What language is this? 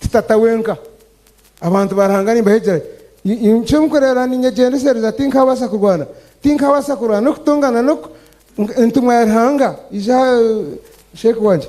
Nyankole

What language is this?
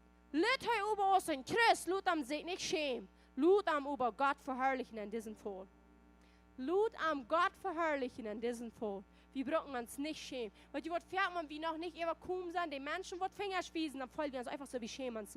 Plautdietsch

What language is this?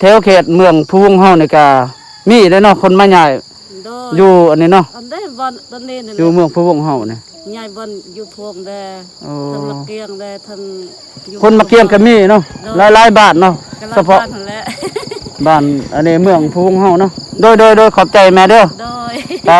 Lao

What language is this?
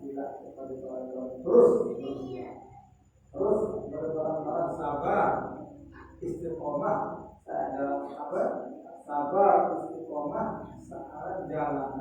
Sasak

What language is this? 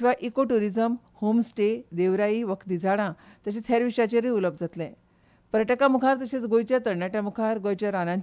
Konkani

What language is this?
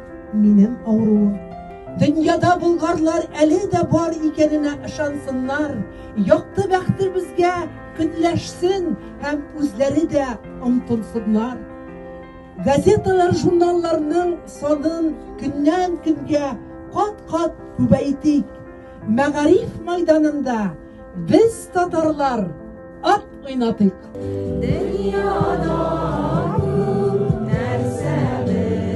Tatar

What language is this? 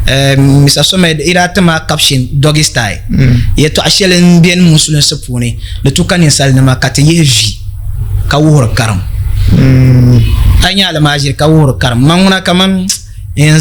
Dagbani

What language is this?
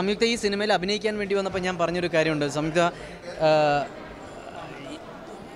Malayalam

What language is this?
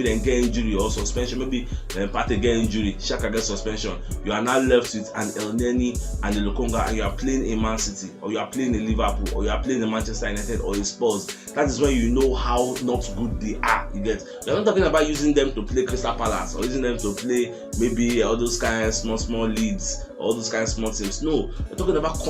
Nigerian Pidgin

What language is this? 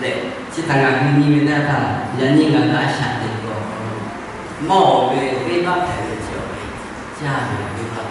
Lahu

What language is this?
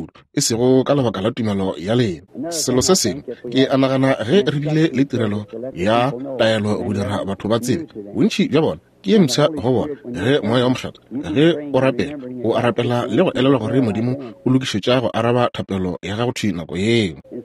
Northern Sotho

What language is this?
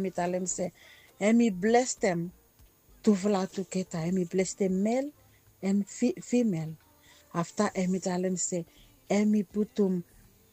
Bislama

